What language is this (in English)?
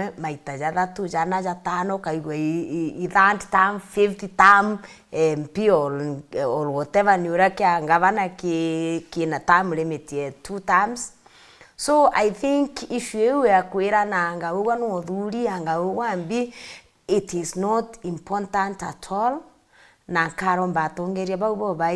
Meru